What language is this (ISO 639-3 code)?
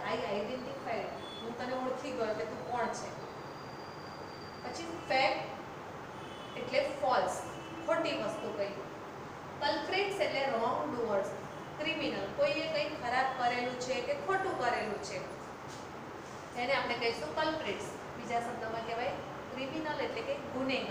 guj